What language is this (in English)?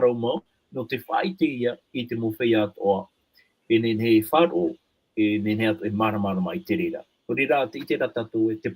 Tahitian